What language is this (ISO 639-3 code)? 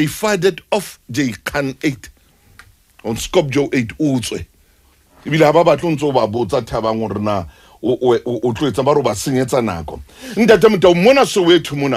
sot